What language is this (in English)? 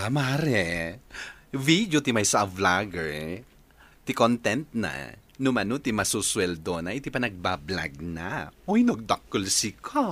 Iloko